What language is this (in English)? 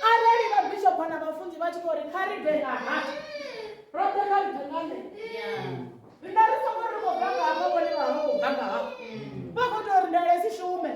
Venda